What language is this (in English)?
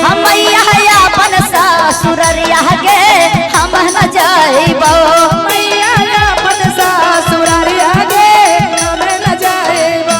Magahi